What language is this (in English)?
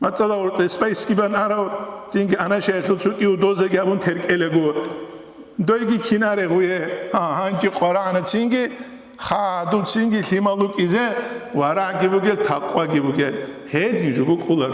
Avaric